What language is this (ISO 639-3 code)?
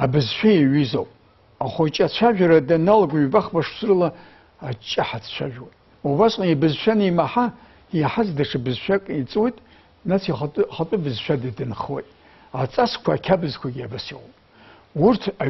abk